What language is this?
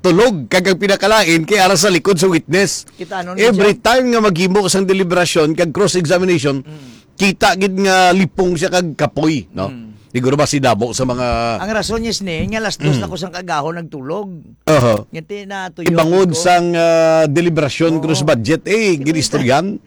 Hiligaynon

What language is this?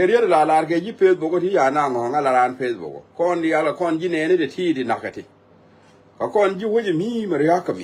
Nuer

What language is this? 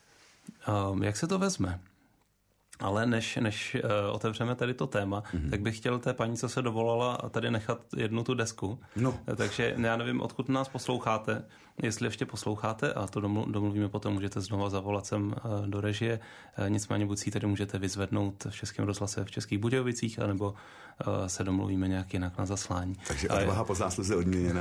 Czech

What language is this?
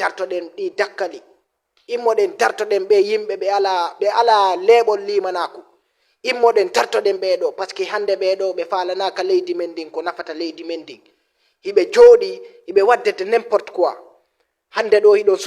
Fula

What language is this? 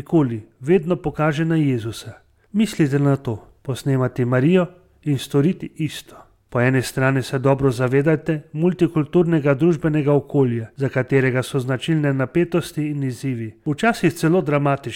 Slovenian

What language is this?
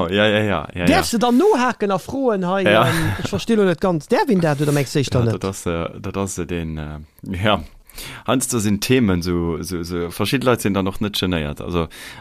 Luxembourgish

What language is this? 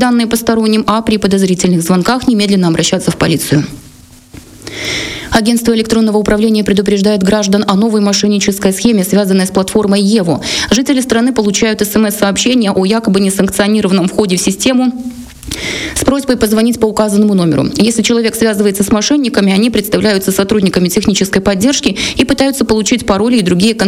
Russian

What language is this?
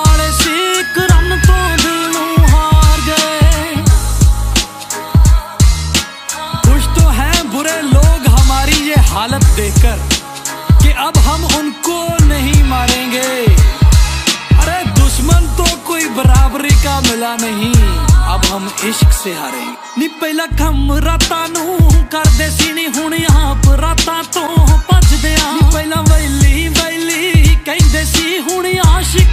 Punjabi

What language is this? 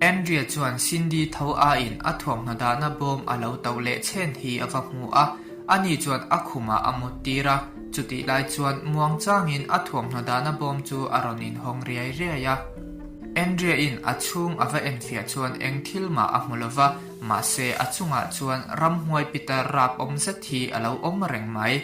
Mizo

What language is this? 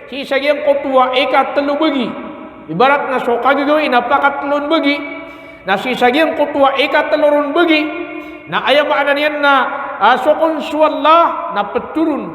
Maranao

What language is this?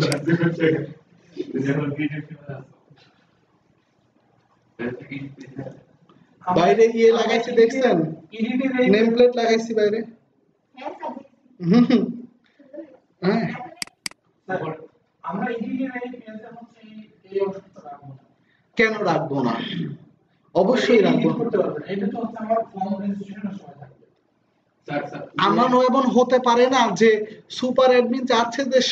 Bangla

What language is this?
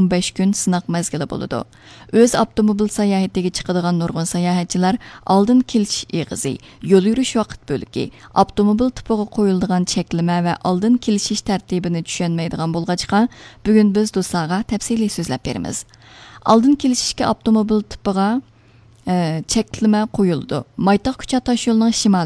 Uyghur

